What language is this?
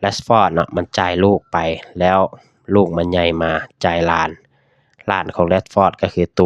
Lao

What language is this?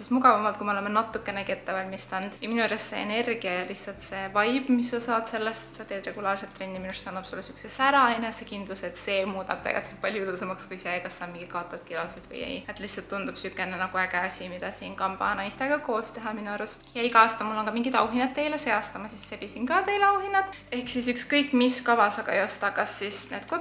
Estonian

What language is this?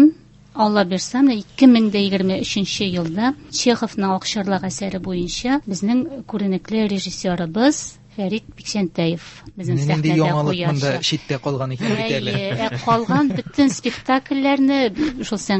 Tatar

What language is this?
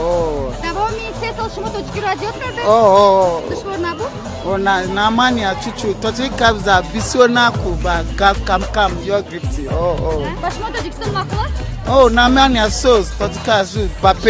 Tajik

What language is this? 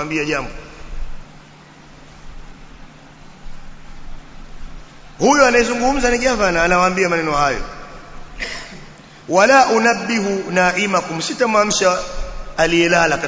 Swahili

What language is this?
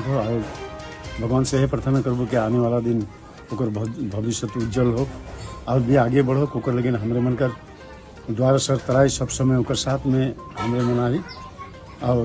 Sadri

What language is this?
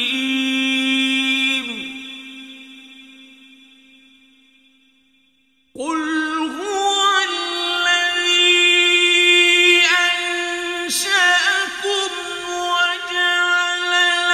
Arabic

